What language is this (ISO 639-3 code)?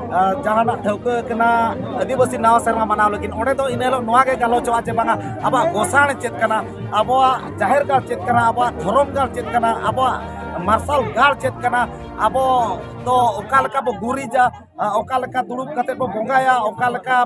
sat